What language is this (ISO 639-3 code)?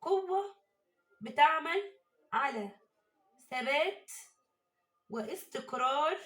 arz